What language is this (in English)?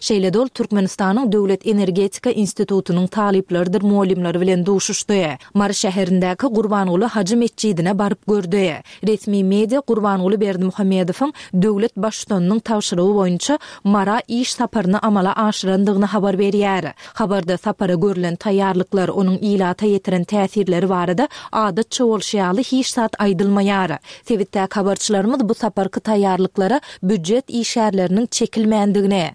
Turkmen